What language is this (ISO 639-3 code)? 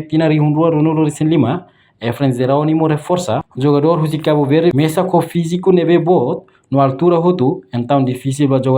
tet